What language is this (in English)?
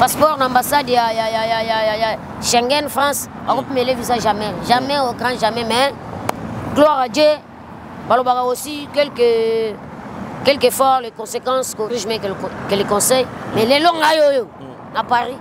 Lingala